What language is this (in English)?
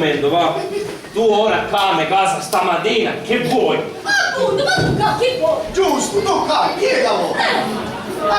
Sicilian